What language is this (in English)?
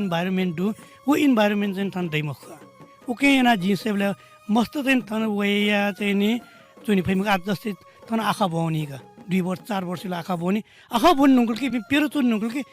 Newari